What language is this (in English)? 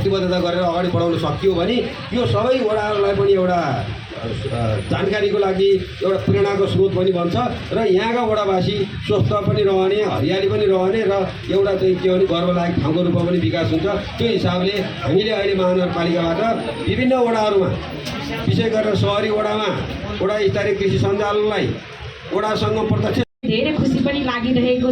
Nepali